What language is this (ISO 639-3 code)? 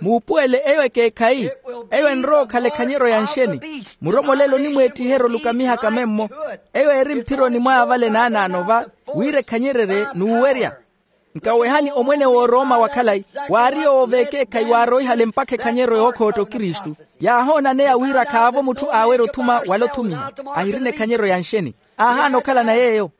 vmw